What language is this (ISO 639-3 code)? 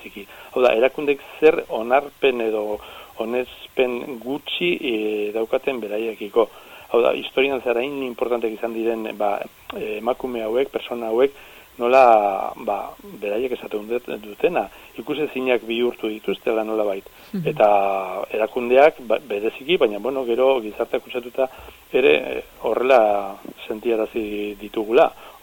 eus